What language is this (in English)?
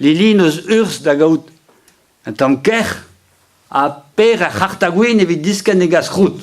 Breton